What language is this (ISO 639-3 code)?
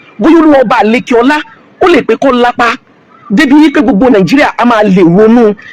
yor